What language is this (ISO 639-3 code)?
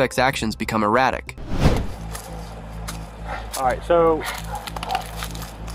eng